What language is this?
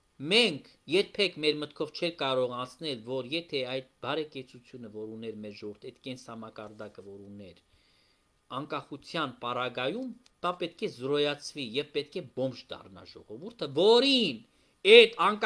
Armenian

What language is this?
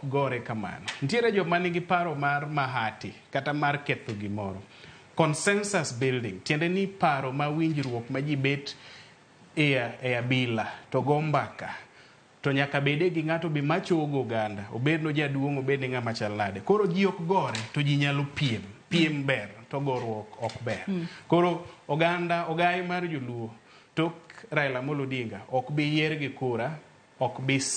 Luo (Kenya and Tanzania)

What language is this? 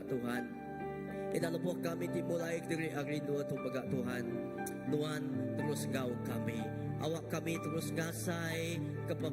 Iban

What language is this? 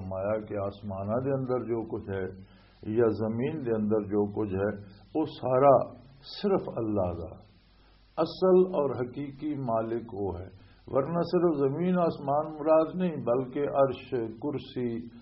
Western Panjabi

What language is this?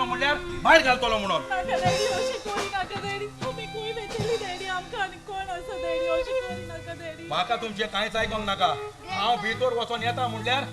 Konkani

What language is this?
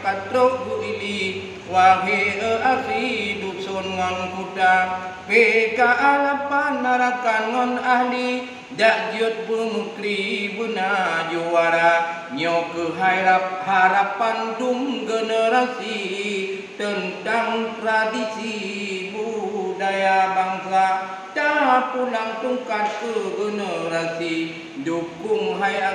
Achinese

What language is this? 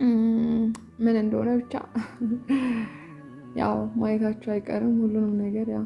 Amharic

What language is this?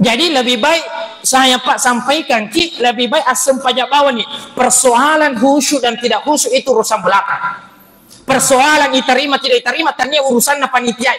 Buginese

